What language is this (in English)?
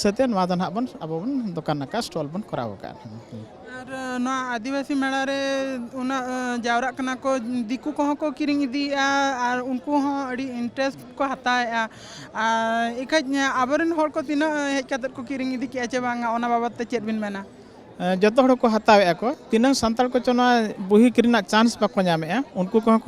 Santali